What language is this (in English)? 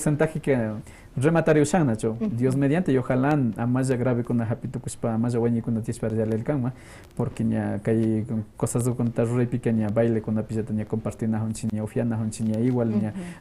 Quechua